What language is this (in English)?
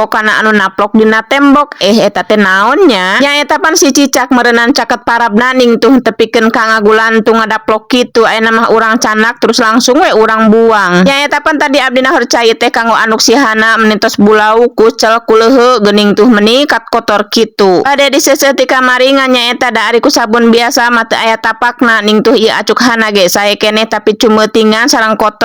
Sundanese